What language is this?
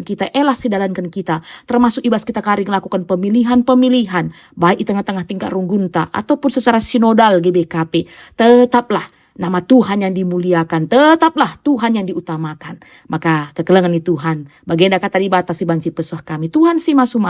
Batak Karo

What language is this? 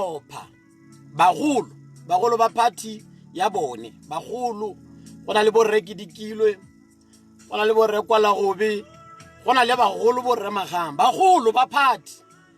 Tswana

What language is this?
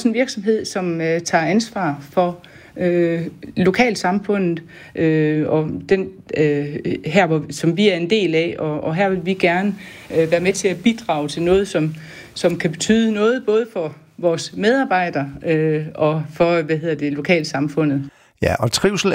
Danish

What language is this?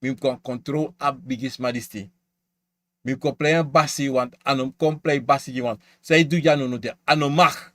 Sranan Tongo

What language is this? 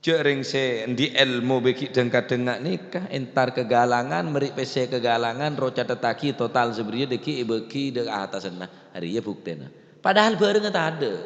Madurese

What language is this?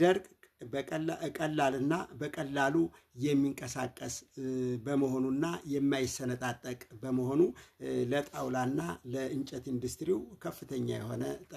Amharic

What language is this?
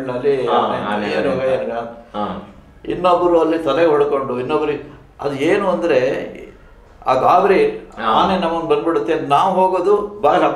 Kannada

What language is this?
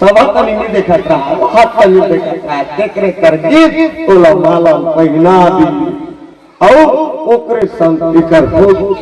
Chhattisgarhi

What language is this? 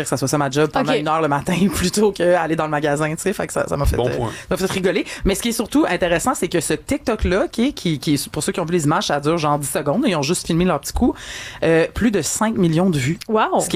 French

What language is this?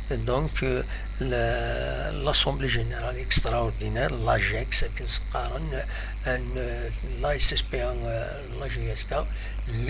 Kabyle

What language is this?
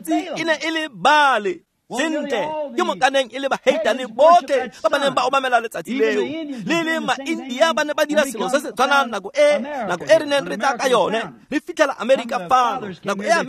Tswana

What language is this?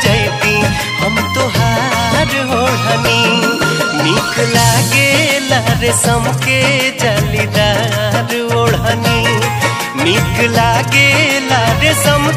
Bhojpuri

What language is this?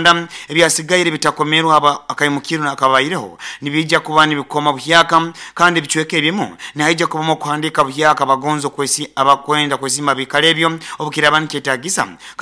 Nyoro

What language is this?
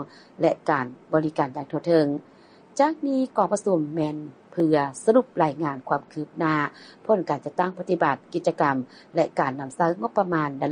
Lao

